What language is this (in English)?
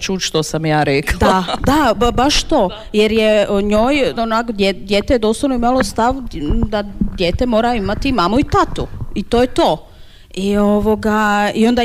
Croatian